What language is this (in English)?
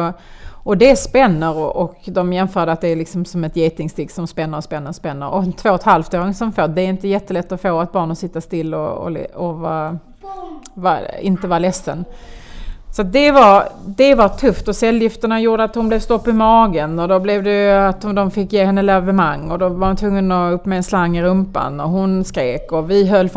Swedish